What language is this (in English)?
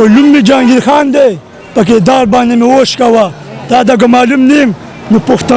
Pashto